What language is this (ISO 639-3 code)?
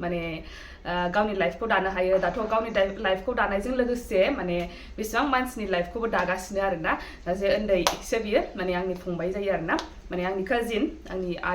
brx